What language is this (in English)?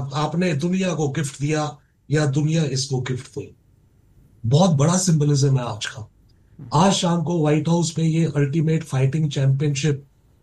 Hindi